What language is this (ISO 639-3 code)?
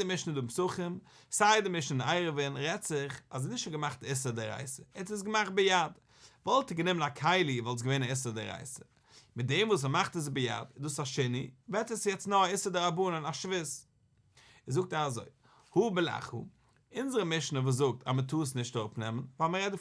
yid